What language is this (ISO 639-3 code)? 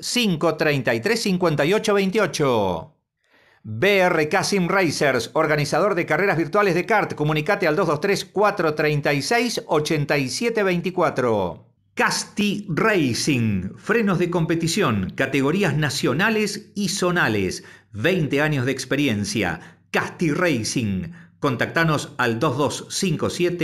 spa